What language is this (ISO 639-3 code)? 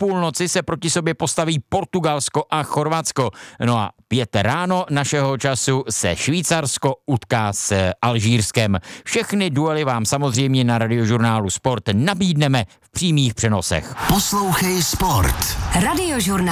ces